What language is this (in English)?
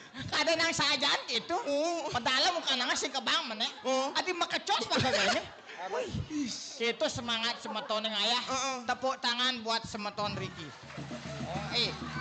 Balinese